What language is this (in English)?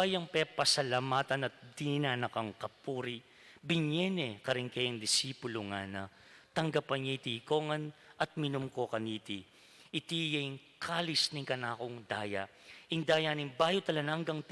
Pampanga